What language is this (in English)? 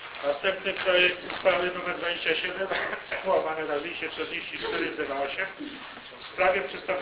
Polish